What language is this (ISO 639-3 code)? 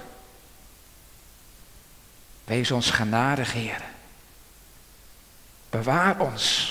nld